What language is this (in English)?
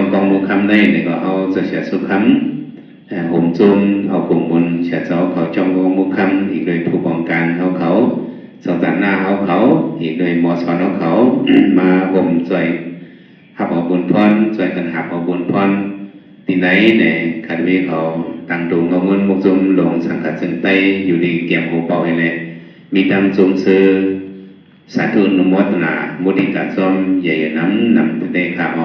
Shan